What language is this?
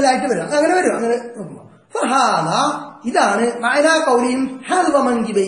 Malayalam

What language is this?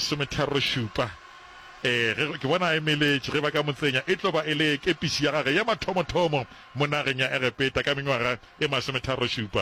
Northern Sotho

